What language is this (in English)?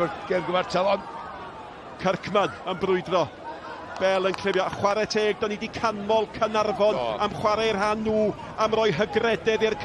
Welsh